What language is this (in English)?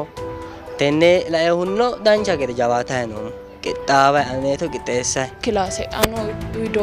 Sidamo